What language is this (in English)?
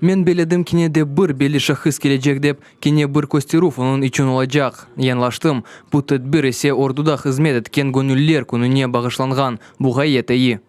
Crimean Tatar